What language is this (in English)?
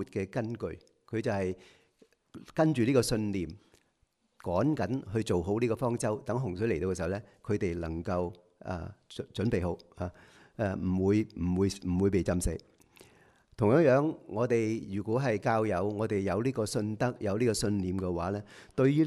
Cantonese